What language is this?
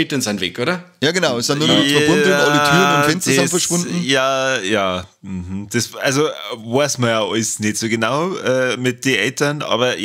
Bavarian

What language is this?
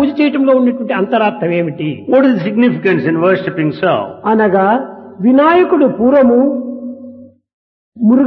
Telugu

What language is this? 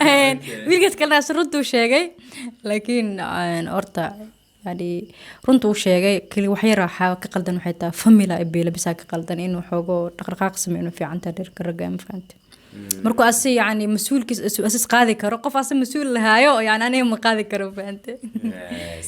Somali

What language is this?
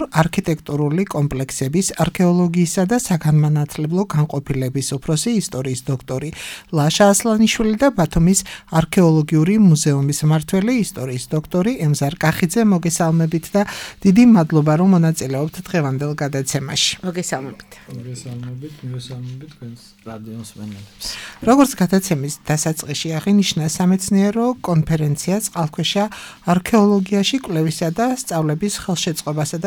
Georgian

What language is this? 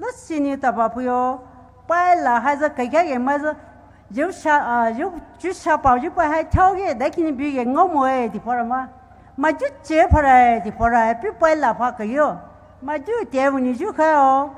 Poumei Naga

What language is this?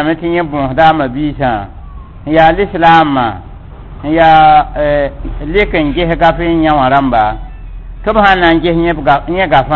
Mossi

